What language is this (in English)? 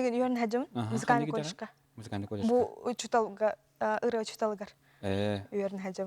Yakut